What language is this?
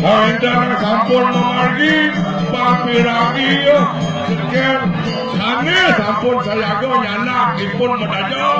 Balinese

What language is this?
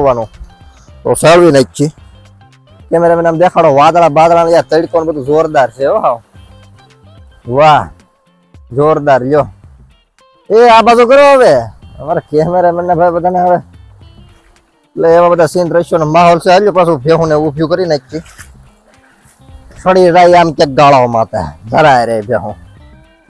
Gujarati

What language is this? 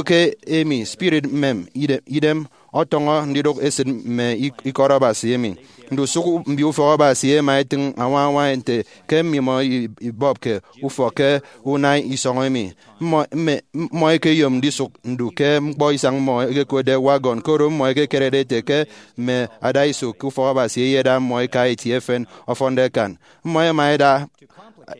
Efik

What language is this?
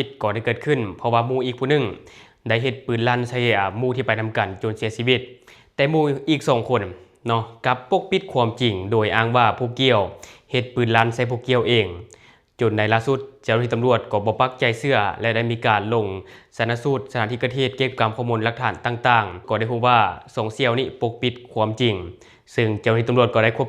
Lao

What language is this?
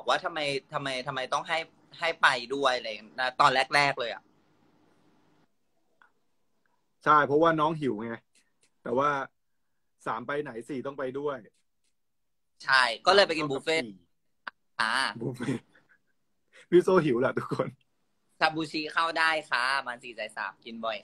Thai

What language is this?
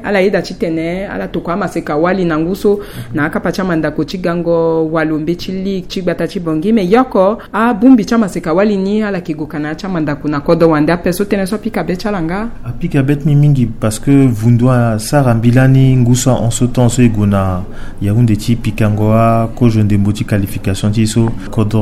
Sango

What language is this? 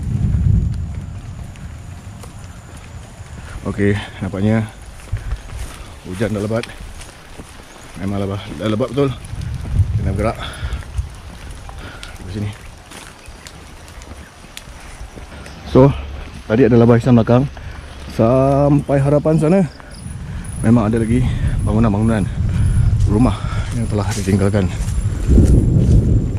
Malay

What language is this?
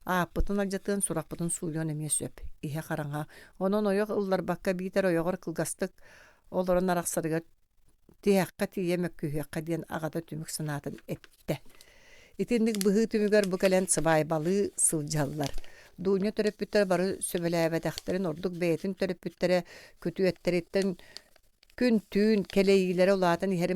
Yakut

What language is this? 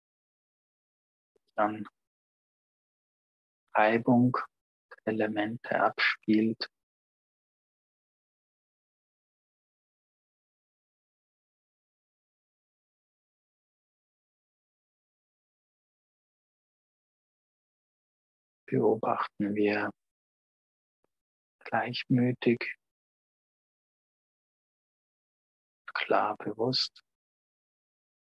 German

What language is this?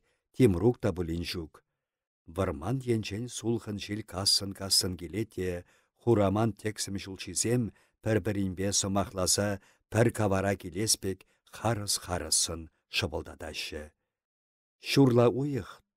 Chuvash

